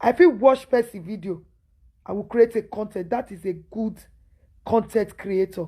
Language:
Nigerian Pidgin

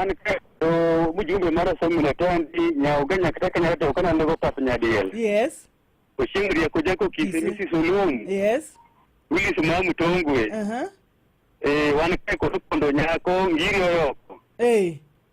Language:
Luo (Kenya and Tanzania)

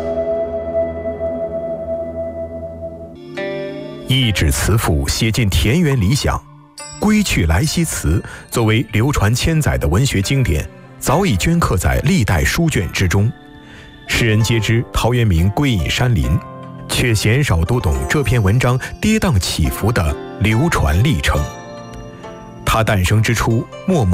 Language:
Chinese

